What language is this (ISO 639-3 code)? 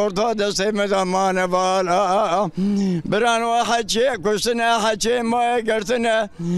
zza